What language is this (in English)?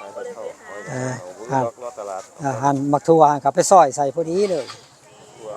Northeastern Thai